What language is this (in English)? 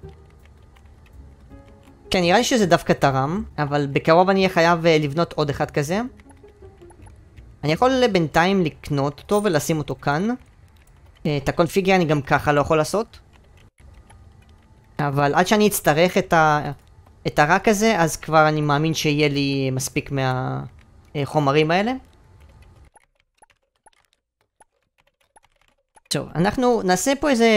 Hebrew